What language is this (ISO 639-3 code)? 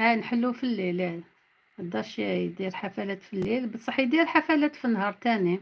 arq